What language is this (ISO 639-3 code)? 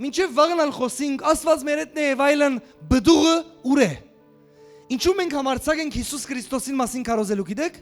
hyw